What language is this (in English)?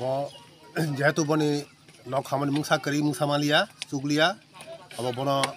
Kok Borok